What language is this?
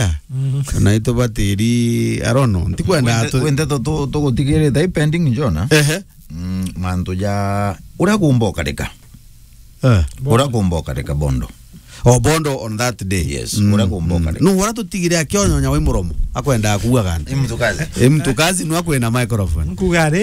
Meru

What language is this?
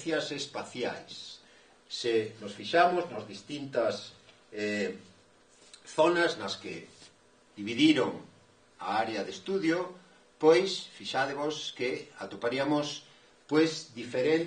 Galician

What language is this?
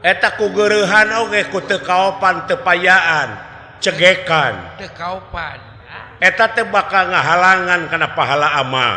Sundanese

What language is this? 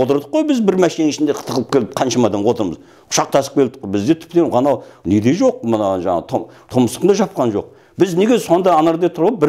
Kazakh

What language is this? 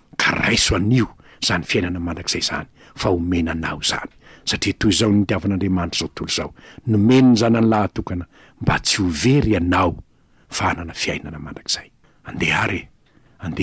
Malagasy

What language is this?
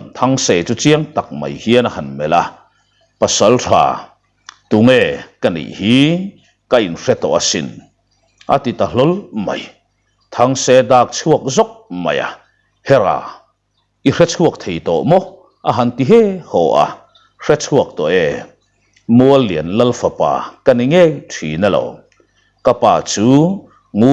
Mizo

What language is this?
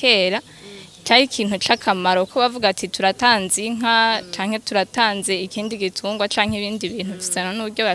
Rundi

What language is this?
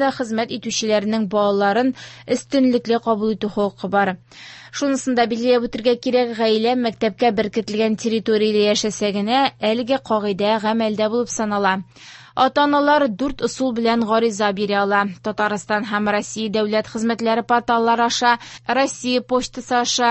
Tatar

